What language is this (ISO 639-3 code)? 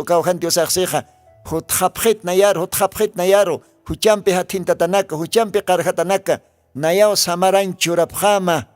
aym